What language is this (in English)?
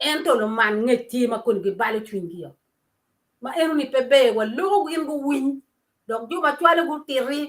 Acoli